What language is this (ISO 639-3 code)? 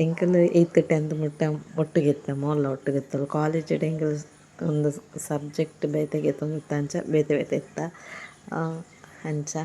tcy